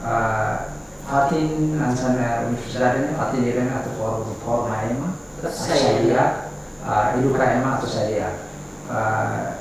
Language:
Tetum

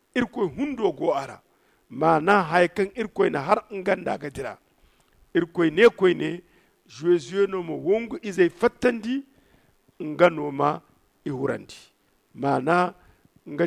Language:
Zarma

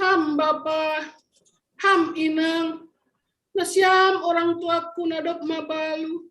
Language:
Batak Simalungun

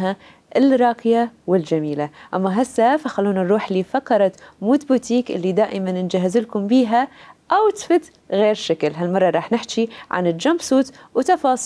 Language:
Mesopotamian Arabic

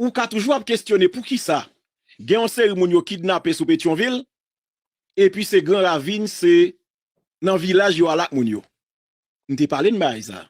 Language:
Haitian Creole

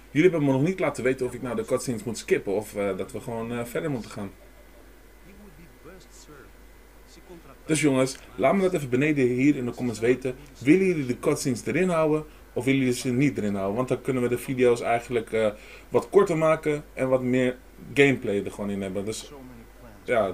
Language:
Dutch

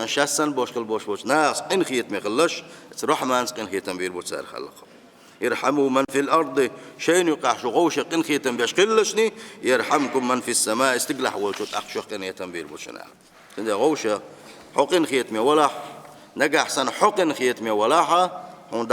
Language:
Chechen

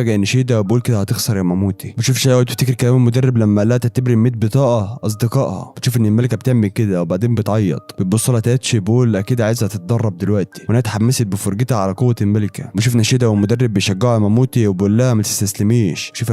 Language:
Egyptian Arabic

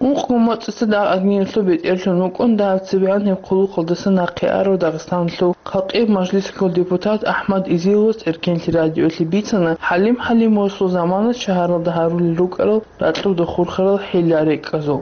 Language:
Avaric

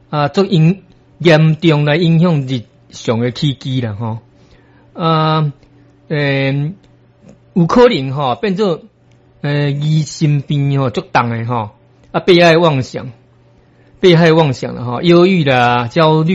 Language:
Min Nan Chinese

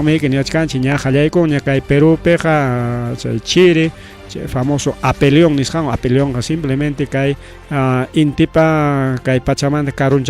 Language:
Ayacucho Quechua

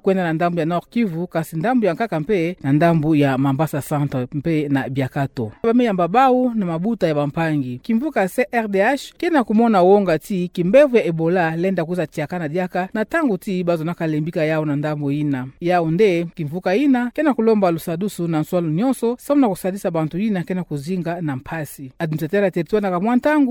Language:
Kituba (Democratic Republic of Congo)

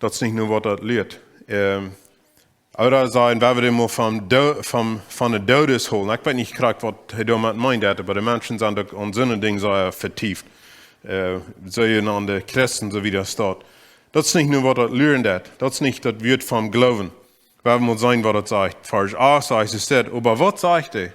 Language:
Plautdietsch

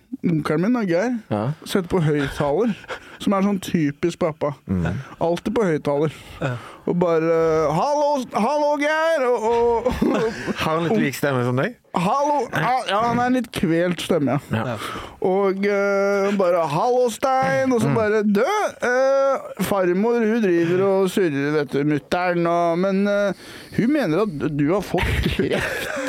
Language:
Norwegian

